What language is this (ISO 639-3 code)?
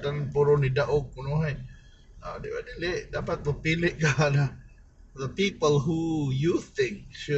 ceb